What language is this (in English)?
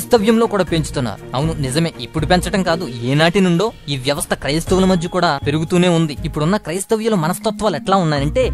Telugu